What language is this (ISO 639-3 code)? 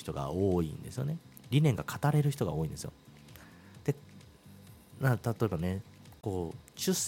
jpn